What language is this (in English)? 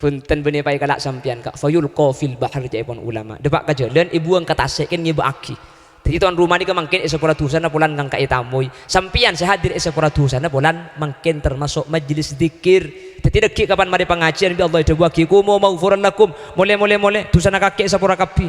Madurese